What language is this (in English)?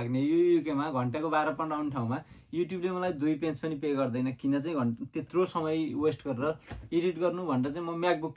Nepali